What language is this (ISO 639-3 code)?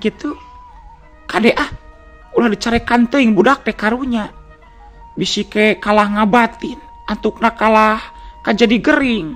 sun